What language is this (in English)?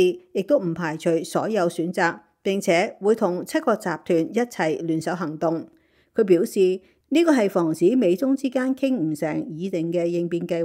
Cantonese